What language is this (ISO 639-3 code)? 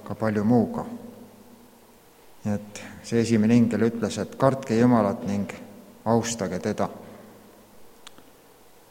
est